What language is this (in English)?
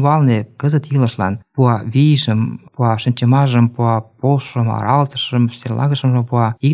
Mari